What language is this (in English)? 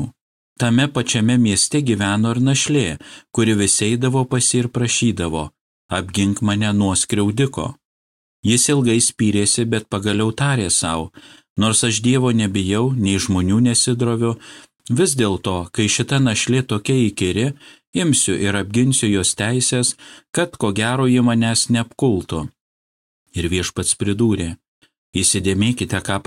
Lithuanian